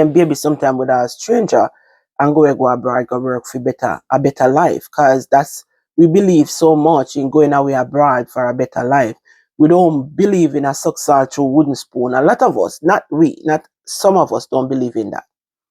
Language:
Jamaican Creole English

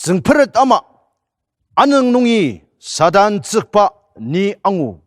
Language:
Ao Naga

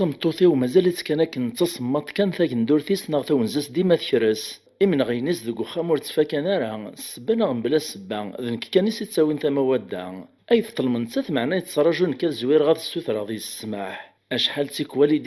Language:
Kabyle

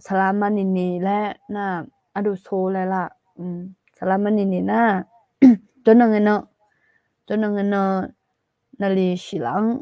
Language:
Akha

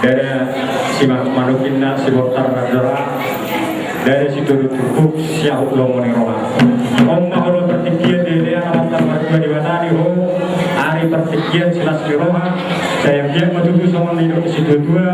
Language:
Batak Toba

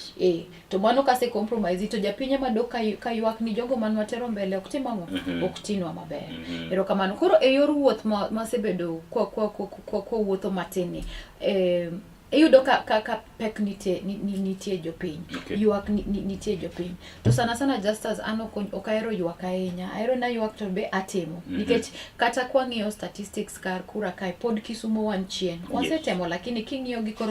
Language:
Luo (Kenya and Tanzania)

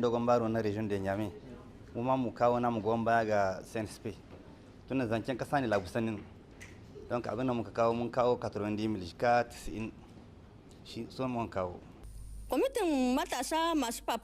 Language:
Hausa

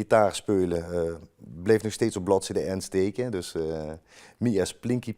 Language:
Limburgish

